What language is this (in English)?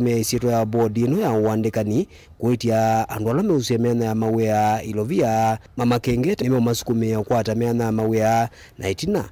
Kamba